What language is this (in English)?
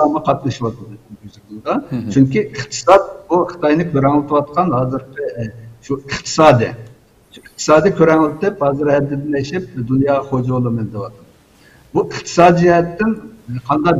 Uyghur